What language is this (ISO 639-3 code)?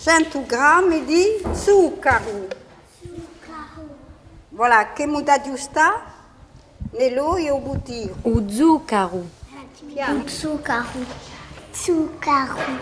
cos